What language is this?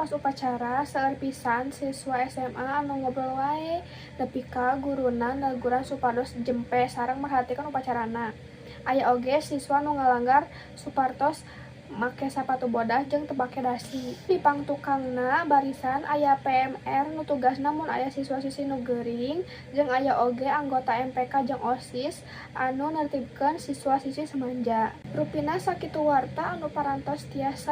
Sundanese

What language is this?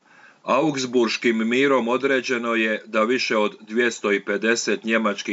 Croatian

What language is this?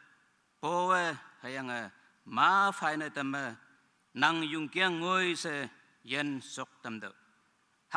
Naga Pidgin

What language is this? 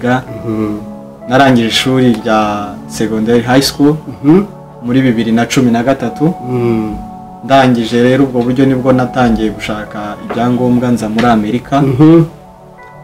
Kinyarwanda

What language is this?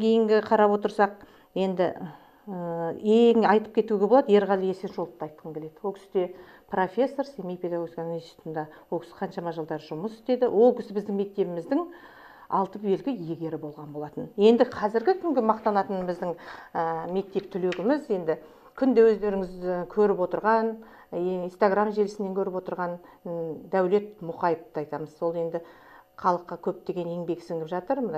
Kazakh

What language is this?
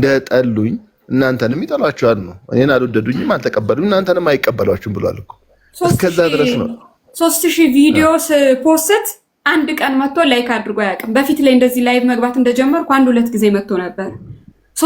Amharic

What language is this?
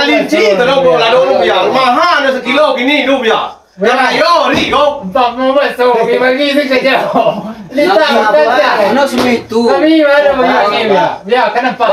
Minangkabau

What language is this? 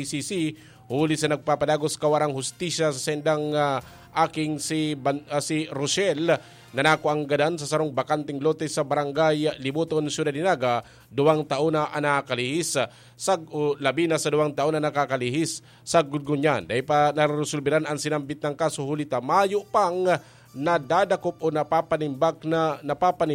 Bikol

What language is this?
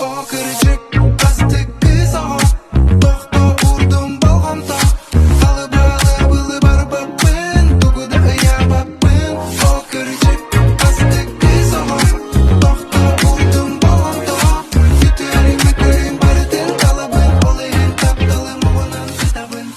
Yakut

